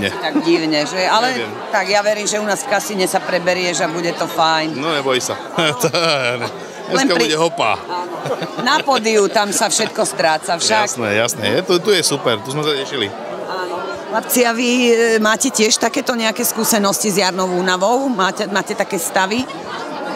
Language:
Slovak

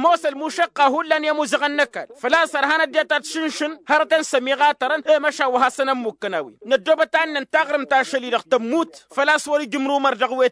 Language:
Tamasheq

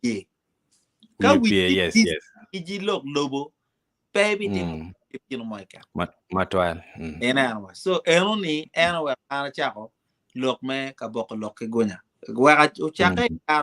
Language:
Acoli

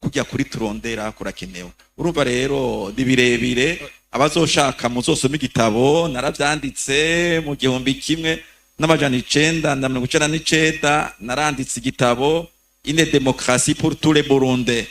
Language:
Rundi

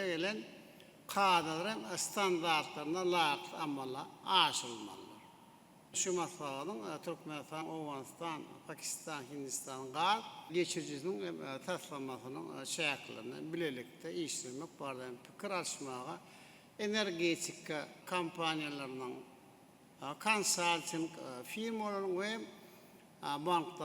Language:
Turkmen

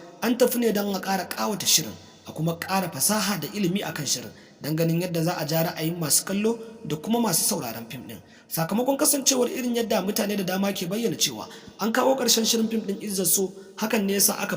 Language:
Hausa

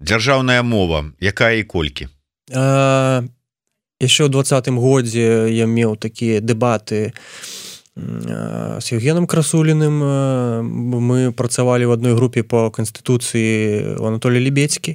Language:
Belarusian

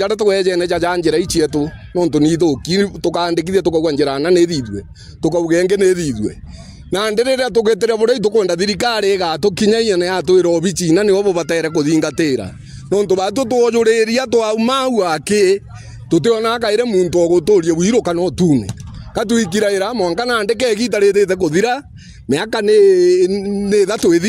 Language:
Meru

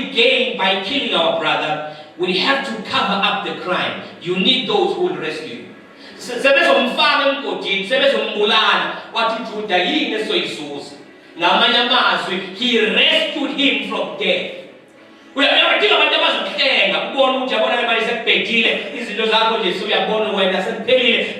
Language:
Zulu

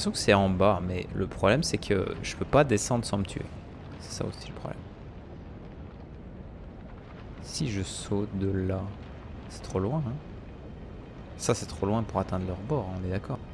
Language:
French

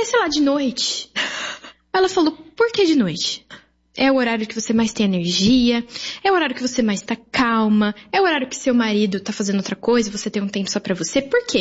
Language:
Portuguese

